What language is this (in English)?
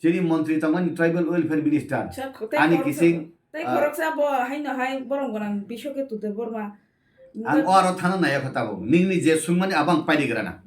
Kok Borok